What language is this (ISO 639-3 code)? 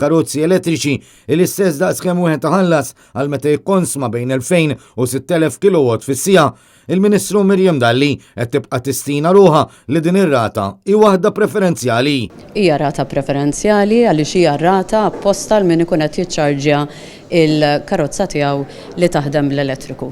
mlt